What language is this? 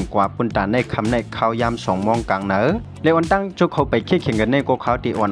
Shan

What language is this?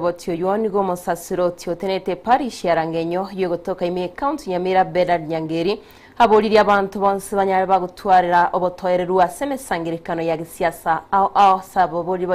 Gusii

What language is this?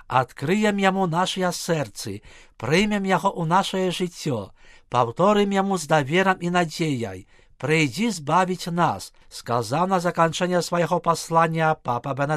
Belarusian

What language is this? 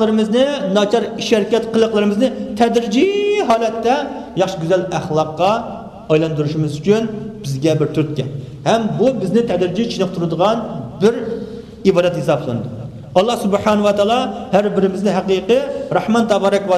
Uyghur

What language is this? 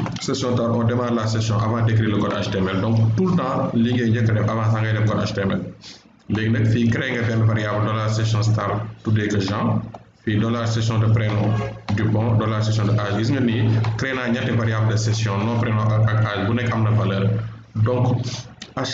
Wolof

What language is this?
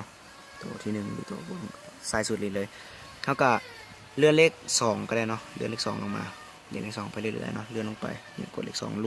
Lao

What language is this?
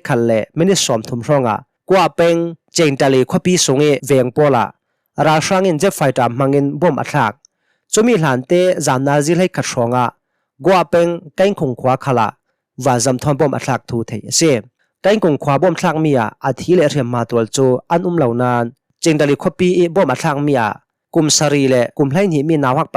Hakha Chin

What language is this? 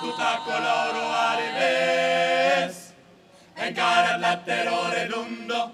Occitan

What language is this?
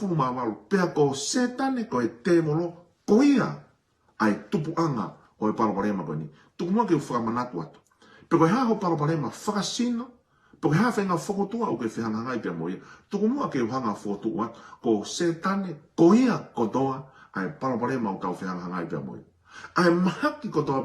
Tongan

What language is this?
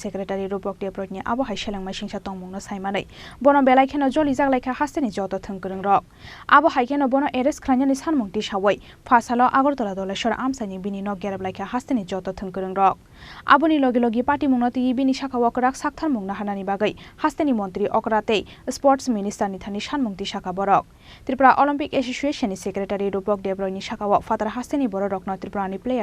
Kok Borok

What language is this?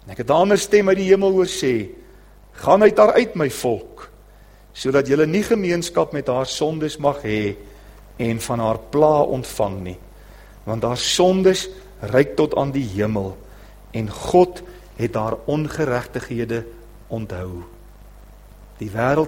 Afrikaans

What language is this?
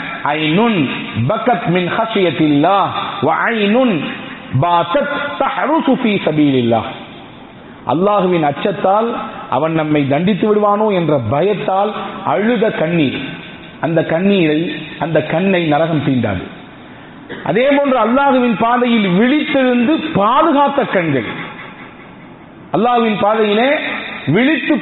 Tamil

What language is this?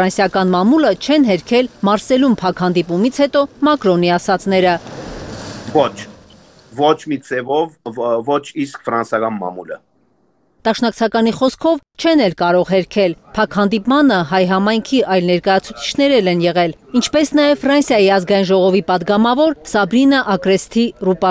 Armenian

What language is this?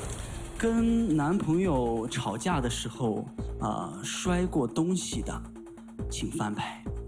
Chinese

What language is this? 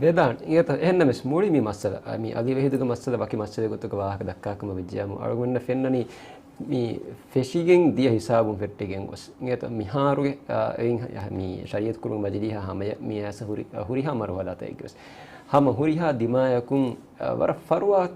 Divehi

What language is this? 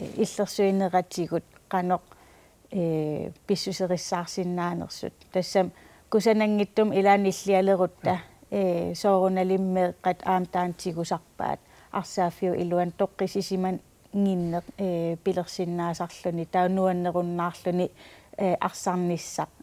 Kalaallisut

